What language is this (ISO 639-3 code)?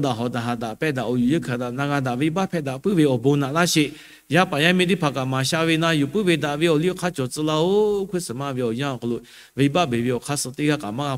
lhu